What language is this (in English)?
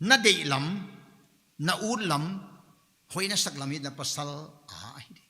Paite Chin